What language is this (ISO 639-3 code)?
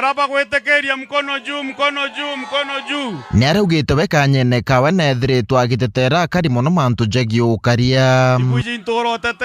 mer